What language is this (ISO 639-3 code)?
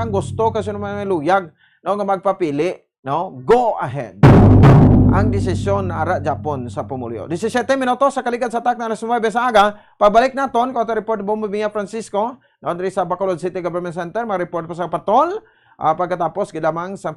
hil